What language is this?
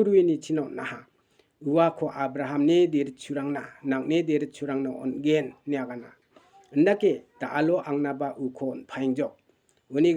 Garo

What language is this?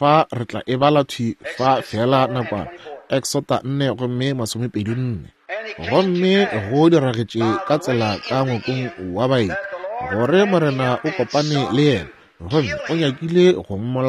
Northern Sotho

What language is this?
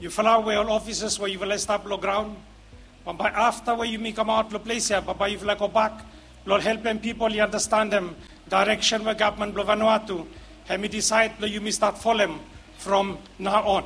Bislama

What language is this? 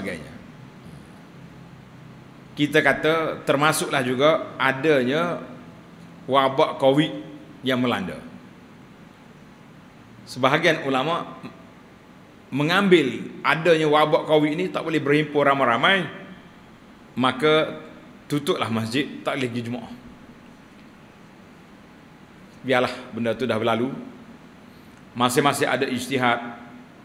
Malay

